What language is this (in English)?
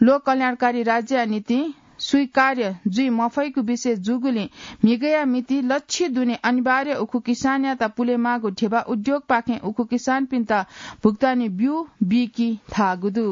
Newari